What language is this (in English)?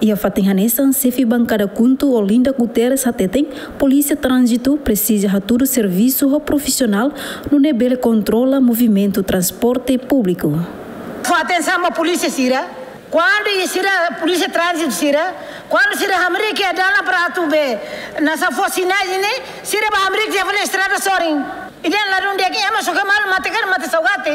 Tetum